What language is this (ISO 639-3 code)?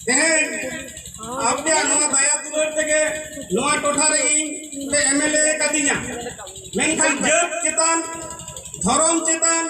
sat